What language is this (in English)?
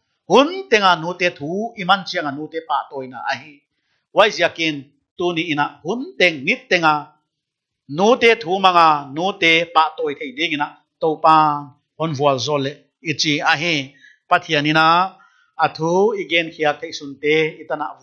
Paite Chin